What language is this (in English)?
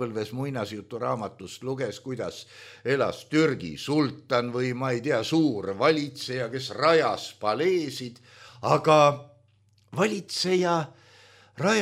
Estonian